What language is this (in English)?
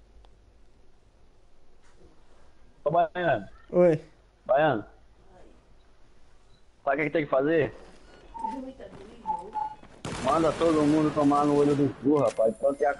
Portuguese